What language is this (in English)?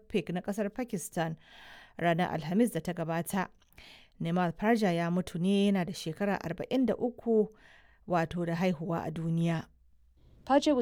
Hausa